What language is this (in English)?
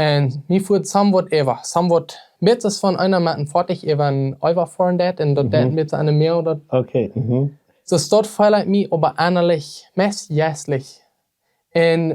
Plautdietsch